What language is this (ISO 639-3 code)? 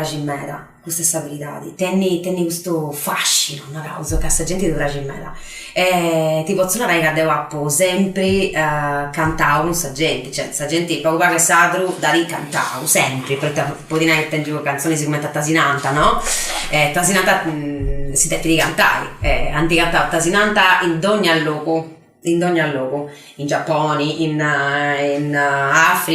srd